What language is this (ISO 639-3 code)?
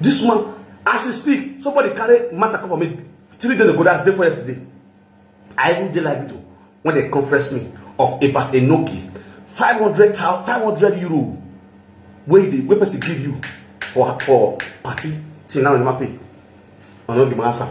pcm